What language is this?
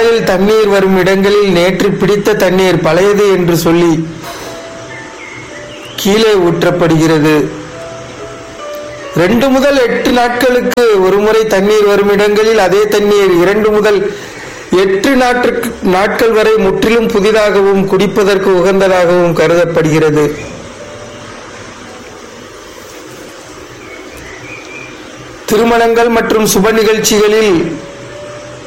Tamil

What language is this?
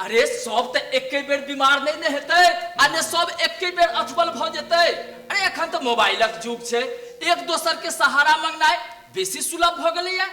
Maithili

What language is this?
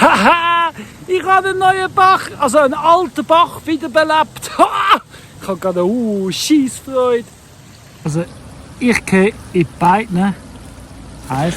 Swiss German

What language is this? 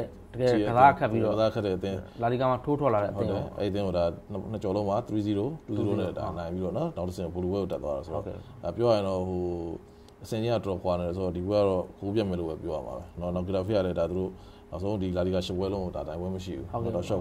Burmese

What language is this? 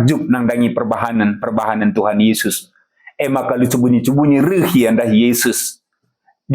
Batak Karo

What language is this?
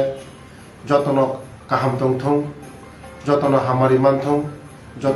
Kok Borok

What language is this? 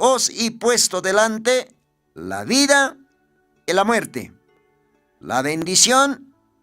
Aymara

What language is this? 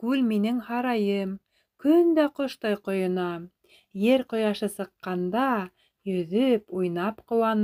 Bashkir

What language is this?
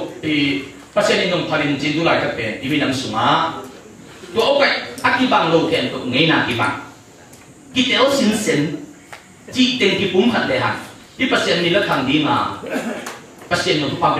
Tedim Chin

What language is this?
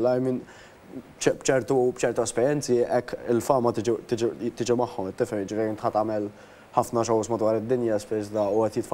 Maltese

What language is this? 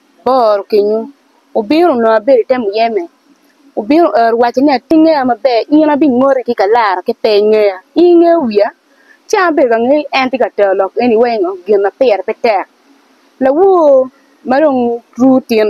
Acoli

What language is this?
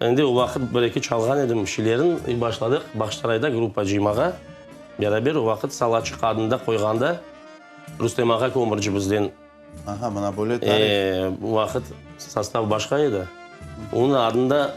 Crimean Tatar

